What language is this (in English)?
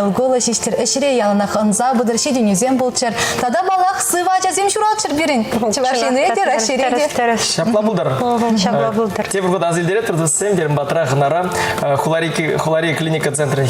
Chuvash